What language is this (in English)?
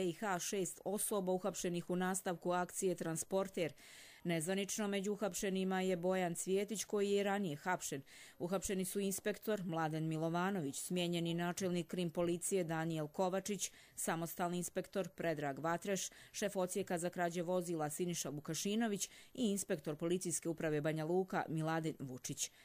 Croatian